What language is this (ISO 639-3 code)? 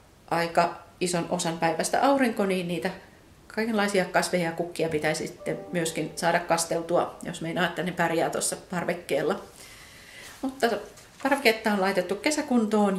fin